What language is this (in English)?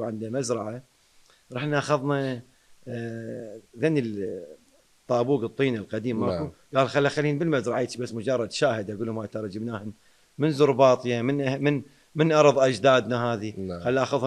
Mesopotamian Arabic